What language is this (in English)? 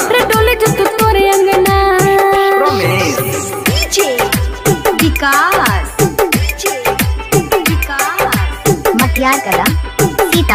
Bhojpuri